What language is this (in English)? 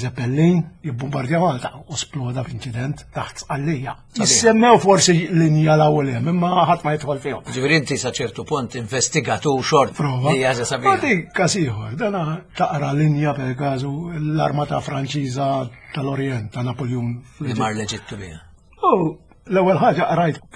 Maltese